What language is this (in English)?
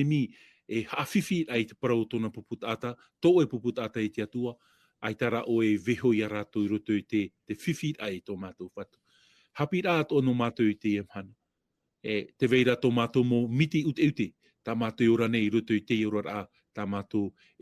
Tahitian